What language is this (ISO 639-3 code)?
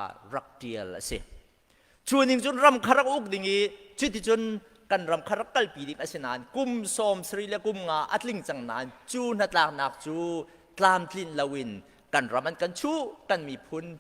cnh